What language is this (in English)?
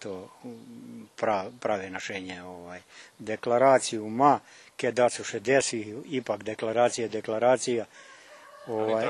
Rusyn